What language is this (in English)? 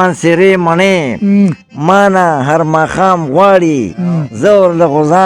Pashto